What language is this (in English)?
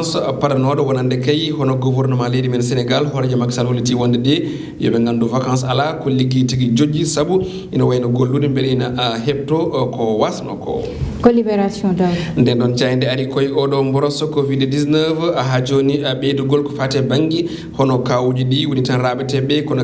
Fula